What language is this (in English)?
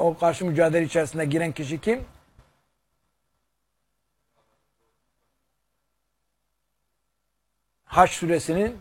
Turkish